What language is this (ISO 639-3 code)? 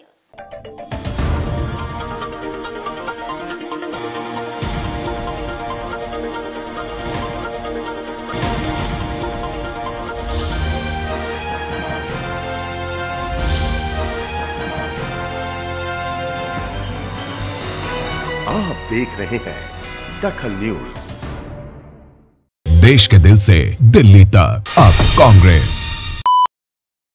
hin